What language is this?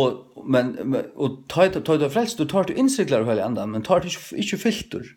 Faroese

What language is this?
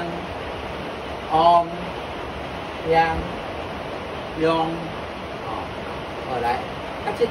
Min Nan Chinese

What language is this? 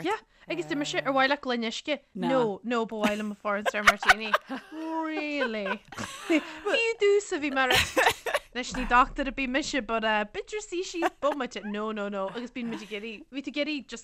Irish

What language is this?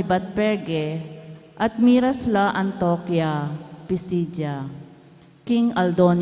Pampanga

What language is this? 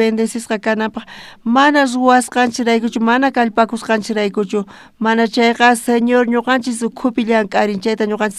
South Bolivian Quechua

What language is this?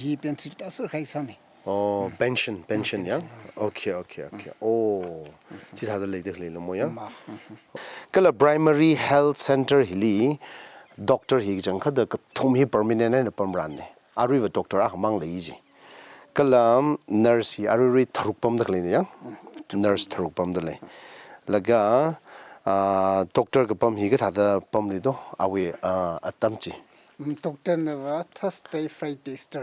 Tangkhul Naga (India)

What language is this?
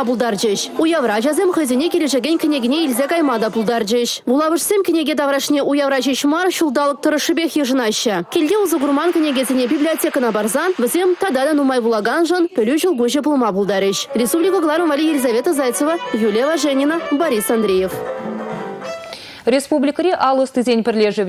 Chuvash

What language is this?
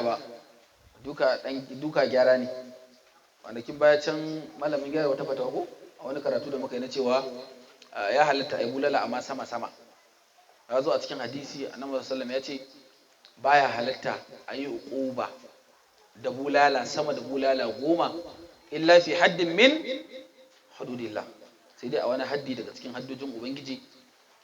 Hausa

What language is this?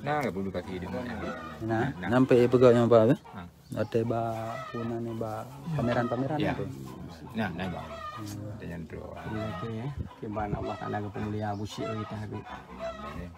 Achinese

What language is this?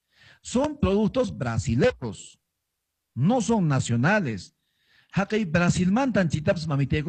Quechua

